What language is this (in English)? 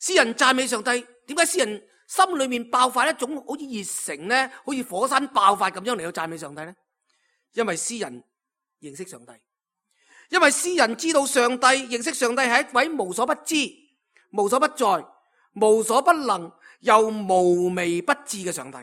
Cantonese